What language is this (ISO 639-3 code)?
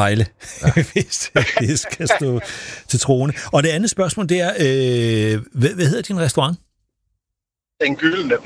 dan